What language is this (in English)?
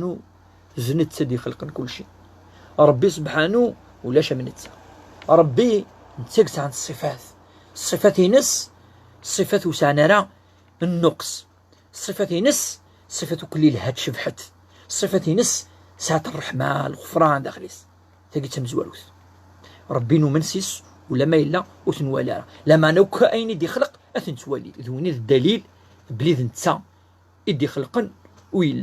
Kabyle